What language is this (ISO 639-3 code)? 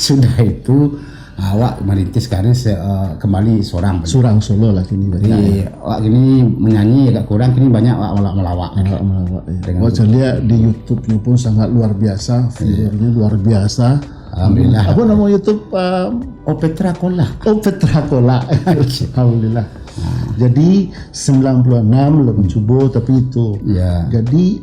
min